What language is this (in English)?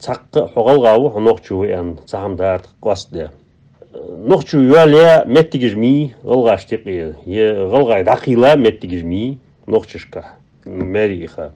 Ingush